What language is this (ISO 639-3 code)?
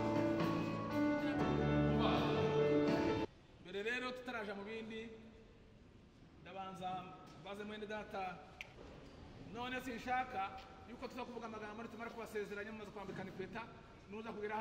run